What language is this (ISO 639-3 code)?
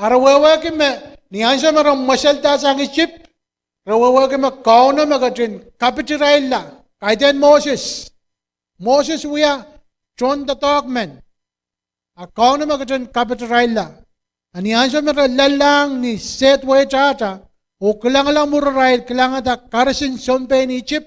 pon